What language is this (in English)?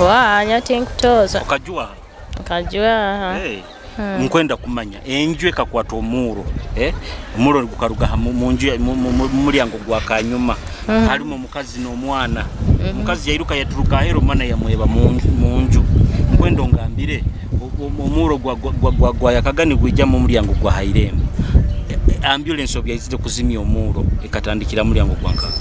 Nyoro